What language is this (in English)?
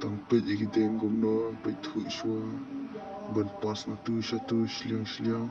Khasi